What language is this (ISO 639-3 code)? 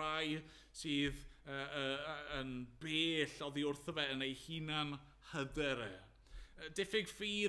cym